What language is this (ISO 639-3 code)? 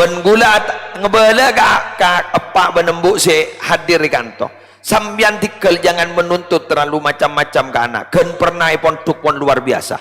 mad